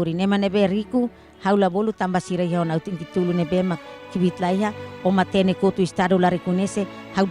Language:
Tetum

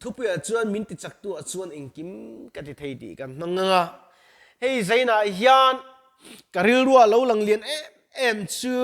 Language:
Mizo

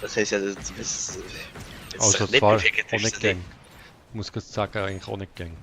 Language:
Swiss German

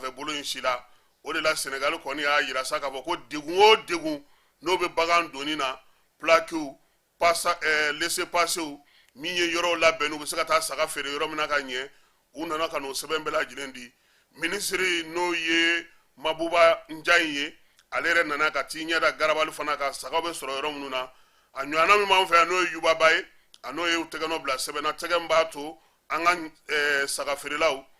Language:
Bambara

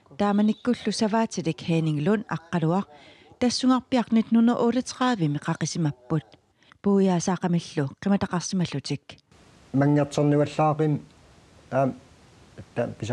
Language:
Kalaallisut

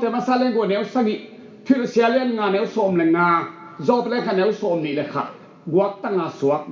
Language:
Tedim Chin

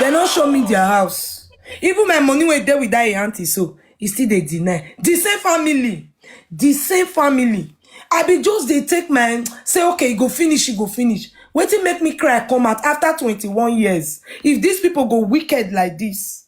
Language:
Nigerian Pidgin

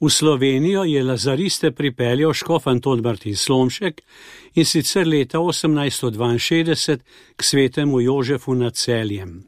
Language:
Slovenian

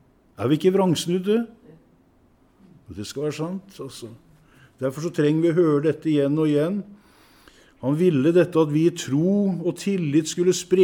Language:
Norwegian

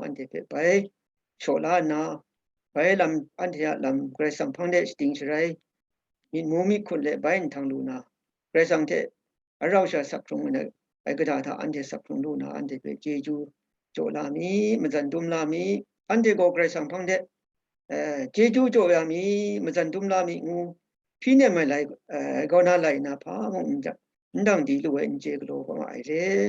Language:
Kachin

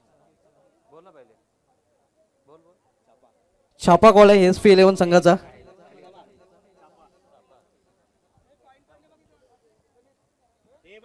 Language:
Marathi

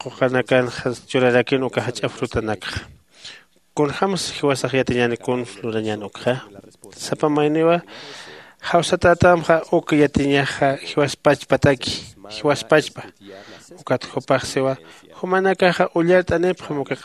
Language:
Aymara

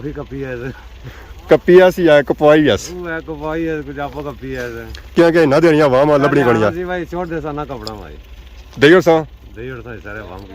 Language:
Pahari-Potwari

